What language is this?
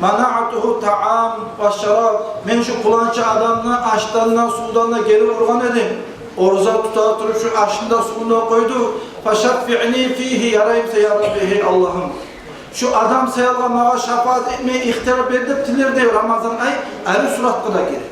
Kumyk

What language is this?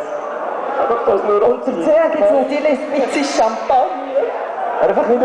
Swiss German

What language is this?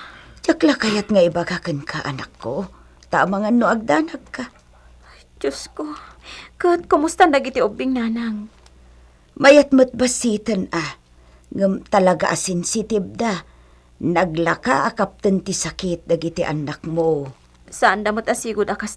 Iloko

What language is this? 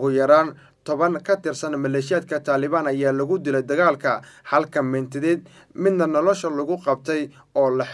Somali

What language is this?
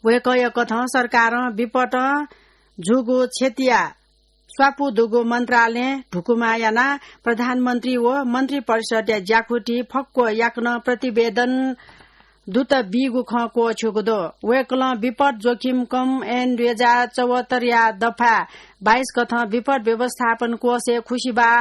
Newari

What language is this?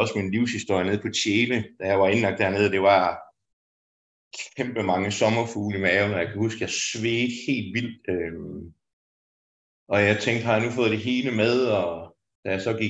Danish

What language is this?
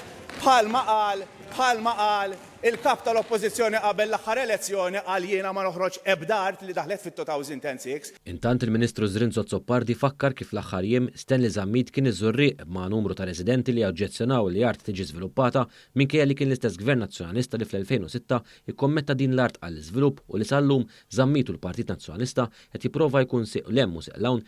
Maltese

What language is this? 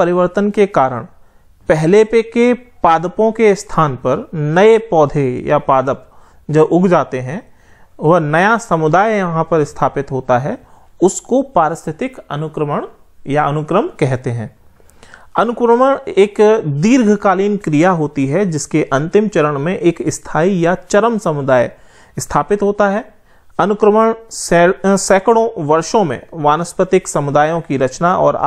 Hindi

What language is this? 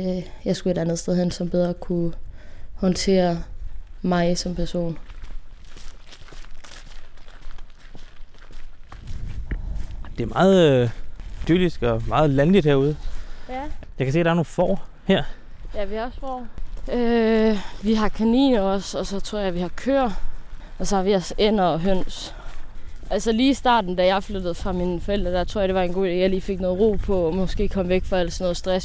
Danish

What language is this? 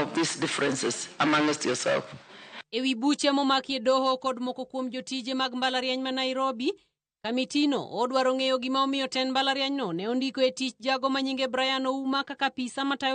Luo (Kenya and Tanzania)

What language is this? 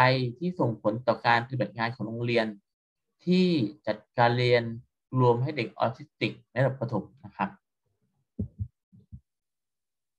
Thai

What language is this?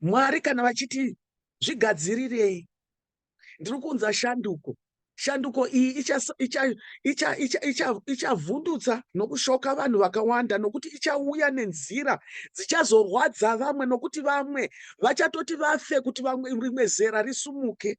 Shona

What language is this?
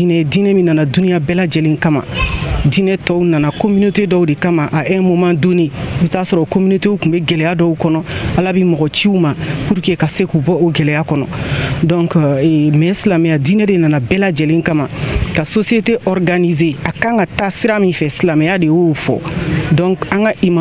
Bambara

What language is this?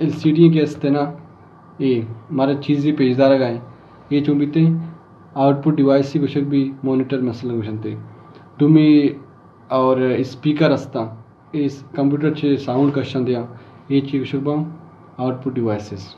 Baluchi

